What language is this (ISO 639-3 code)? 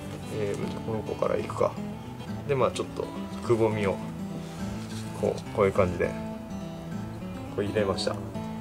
jpn